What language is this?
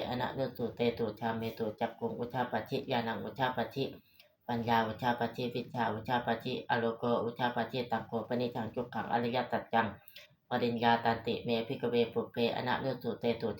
Pali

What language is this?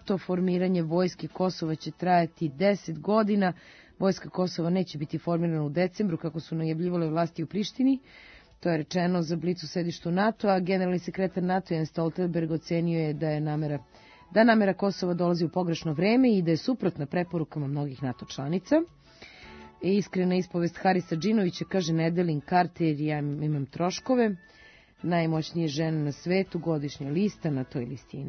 Serbian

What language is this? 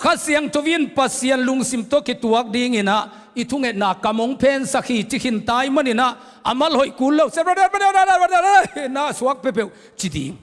Tedim Chin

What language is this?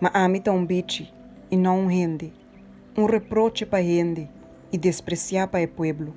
Papiamento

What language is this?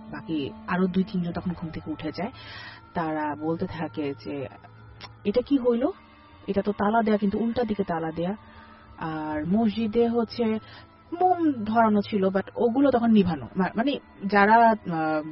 Bangla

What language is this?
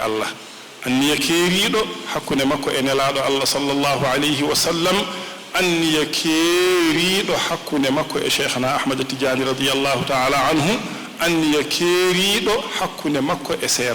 Fula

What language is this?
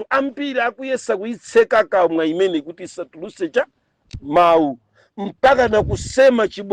Nyanja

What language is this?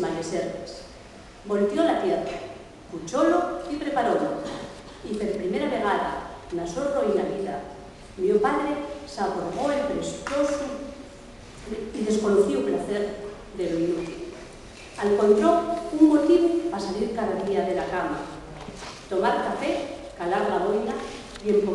Asturian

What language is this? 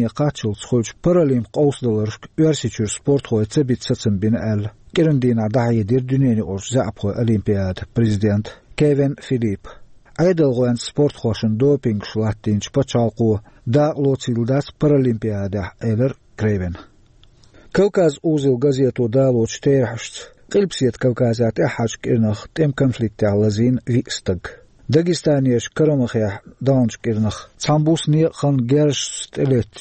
Chechen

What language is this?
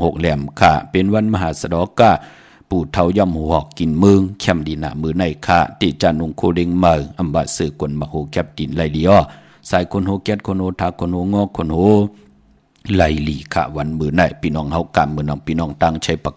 Shan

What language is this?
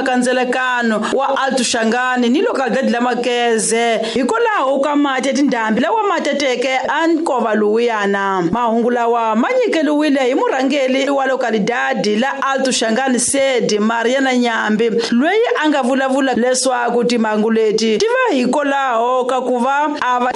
Tsonga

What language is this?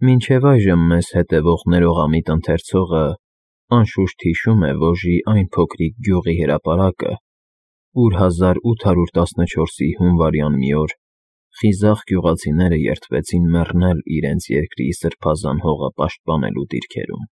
Armenian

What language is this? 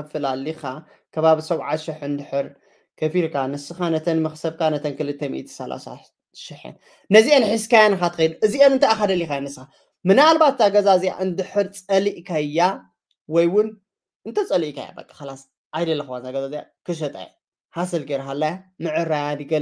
Tigrinya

